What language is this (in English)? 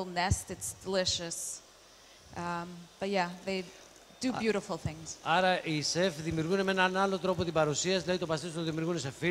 Greek